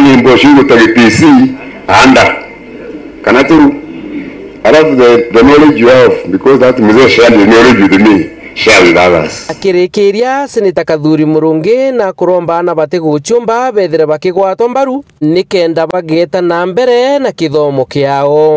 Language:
Meru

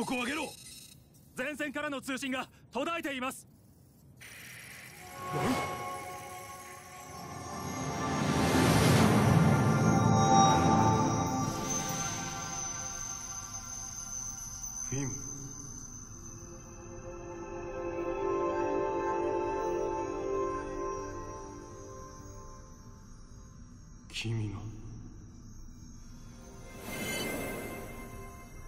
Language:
Japanese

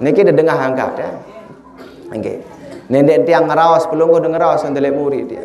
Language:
Sasak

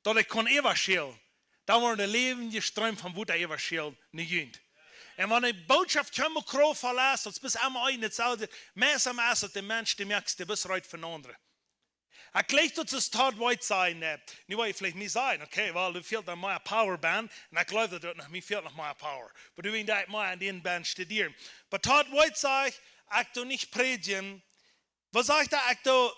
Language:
Plautdietsch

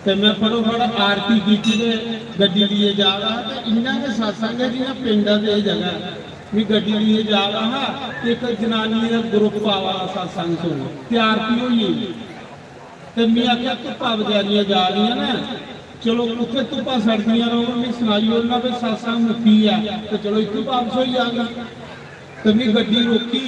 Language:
Dogri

